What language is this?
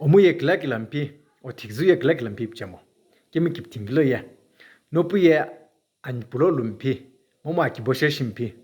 Sumi Naga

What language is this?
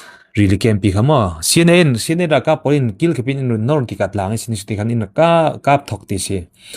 Falam Chin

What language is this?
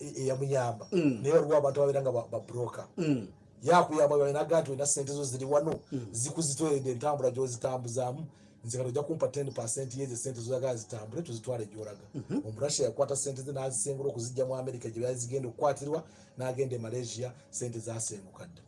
Ganda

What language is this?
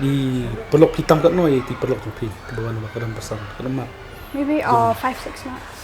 Khasi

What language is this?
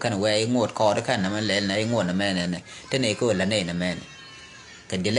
Nuer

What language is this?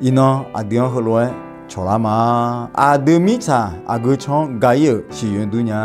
Akha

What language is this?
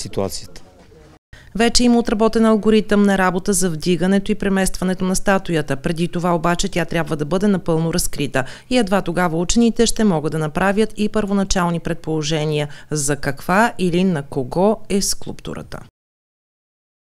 Bulgarian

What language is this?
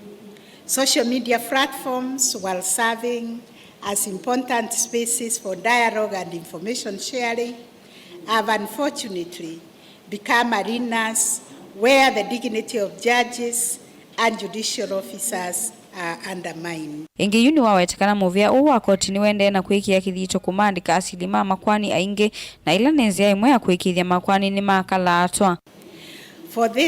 Kamba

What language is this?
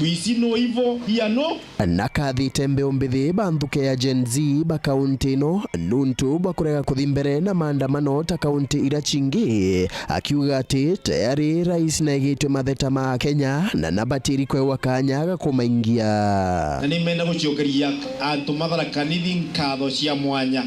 Meru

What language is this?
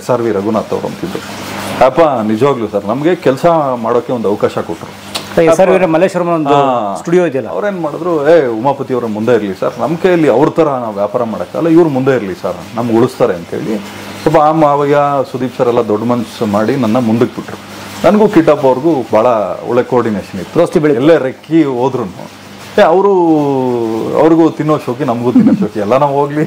Kannada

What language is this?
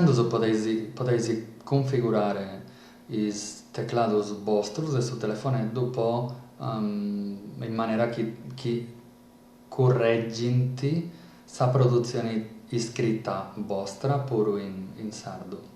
Sardinian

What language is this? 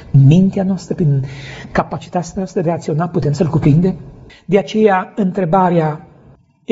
Romanian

